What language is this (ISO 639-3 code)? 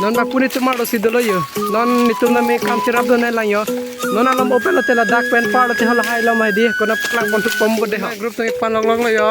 mjw